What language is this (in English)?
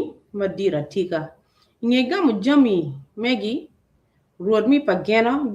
Acoli